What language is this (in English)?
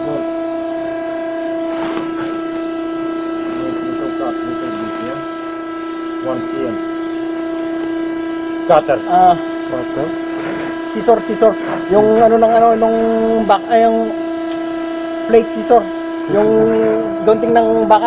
Filipino